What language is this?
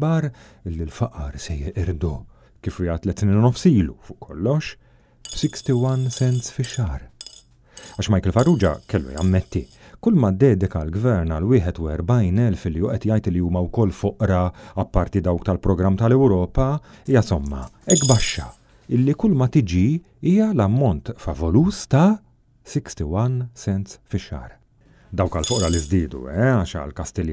Maltese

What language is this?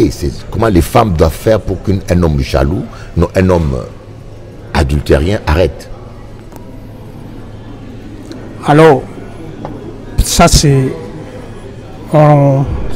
French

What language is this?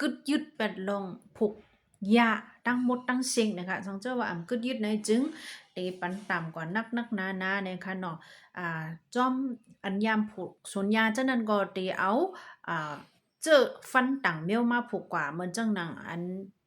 Shan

